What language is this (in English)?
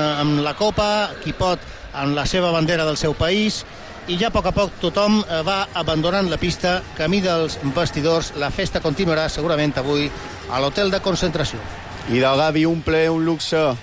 Catalan